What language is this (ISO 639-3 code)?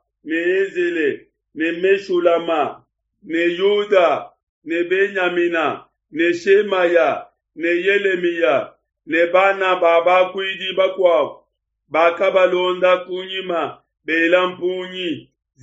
lua